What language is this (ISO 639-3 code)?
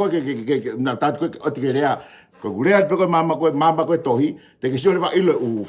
ton